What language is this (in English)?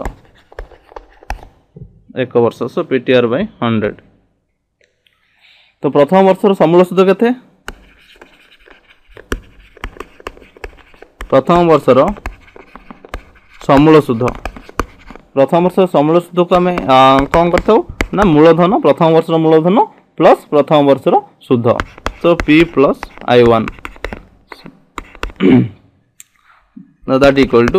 Odia